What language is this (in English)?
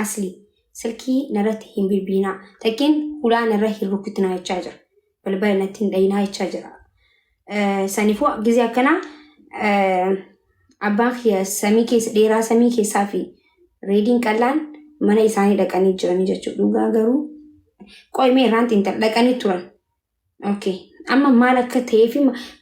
Oromo